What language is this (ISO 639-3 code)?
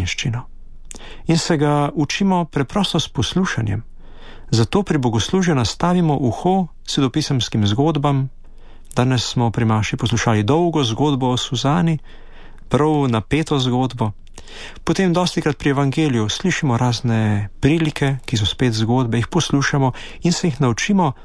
slv